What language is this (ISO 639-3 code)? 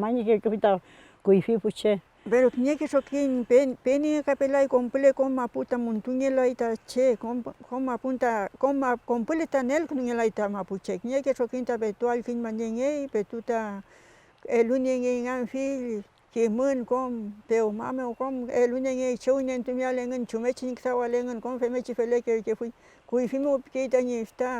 arn